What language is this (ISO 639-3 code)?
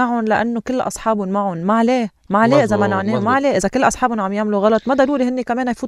apc